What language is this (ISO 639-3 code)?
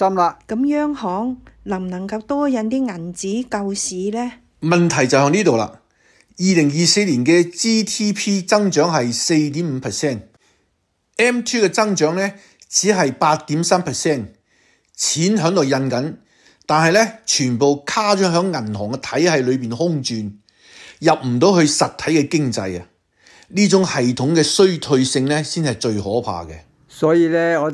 yue